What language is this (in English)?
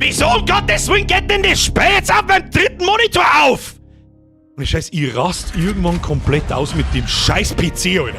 Bavarian